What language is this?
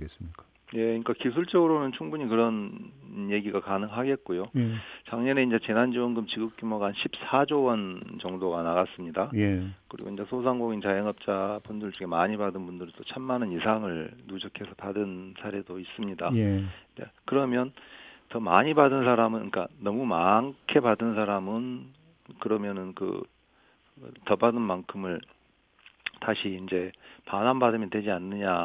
Korean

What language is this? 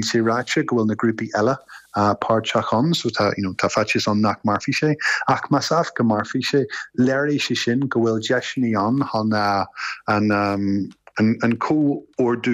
Irish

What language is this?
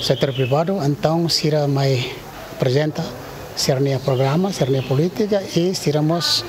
Tetum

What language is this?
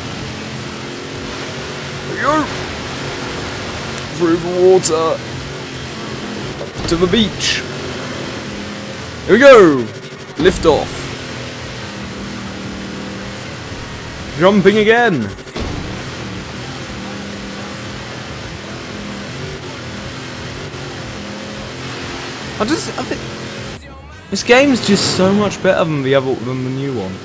English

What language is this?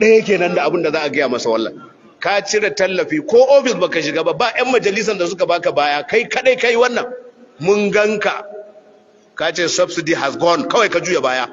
Hausa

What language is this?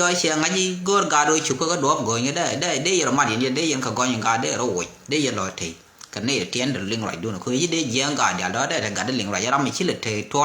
Nuer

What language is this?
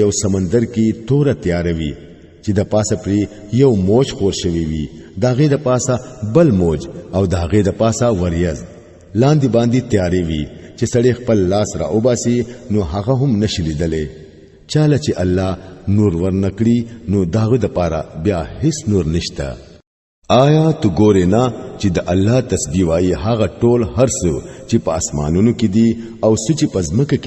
Pashto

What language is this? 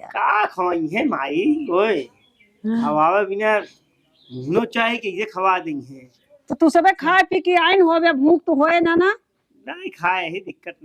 Awadhi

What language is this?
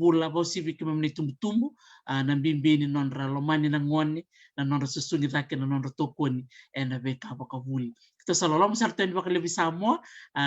Fijian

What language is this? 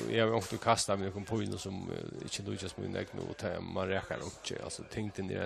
Faroese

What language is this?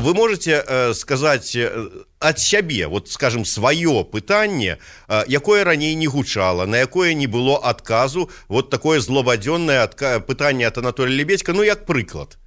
Belarusian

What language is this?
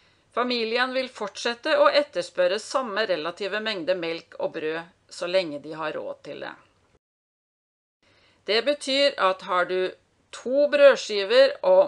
Norwegian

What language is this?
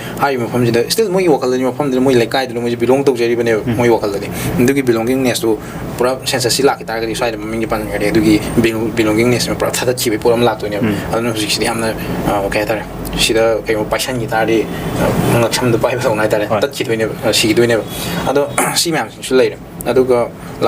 Manipuri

